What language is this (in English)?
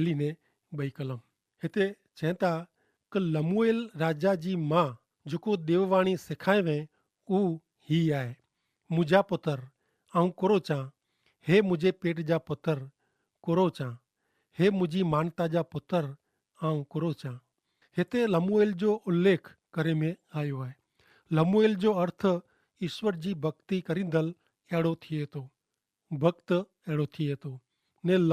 Kachhi